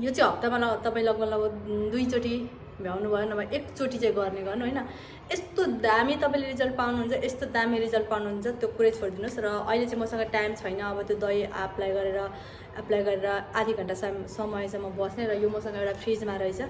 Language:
Nepali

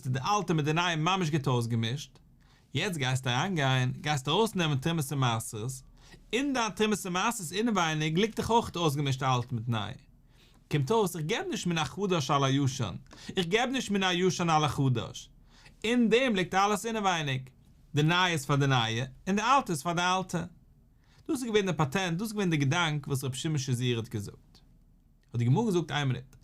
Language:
Yiddish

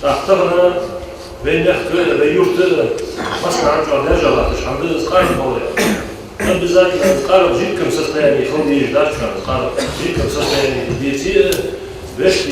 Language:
Ingush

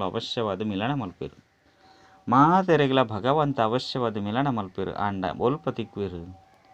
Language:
Tulu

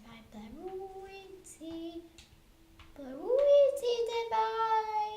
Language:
Welsh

